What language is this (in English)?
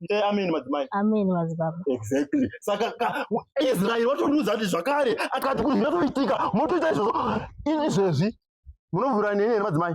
Shona